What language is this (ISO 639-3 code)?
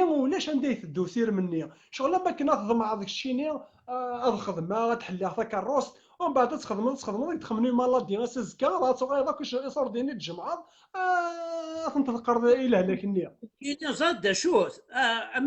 kab